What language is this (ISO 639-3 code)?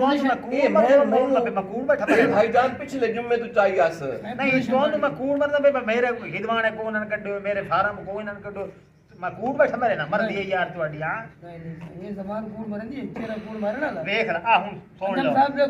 skr